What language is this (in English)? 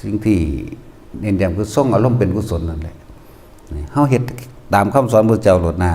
Northeastern Thai